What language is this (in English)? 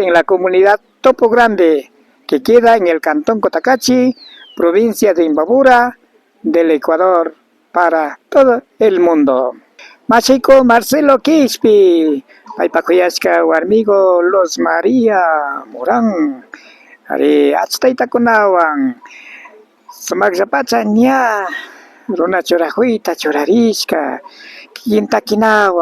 Imbabura Highland Quichua